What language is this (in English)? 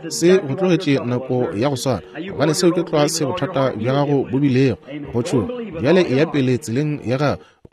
Northern Sotho